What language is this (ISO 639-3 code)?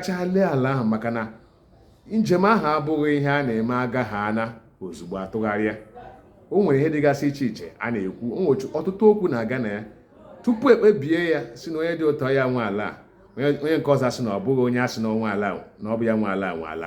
ibo